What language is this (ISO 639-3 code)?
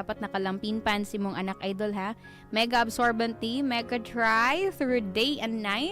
ceb